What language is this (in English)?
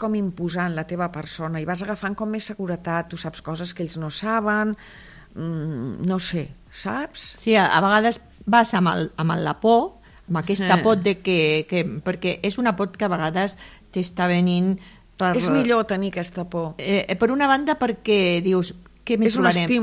Catalan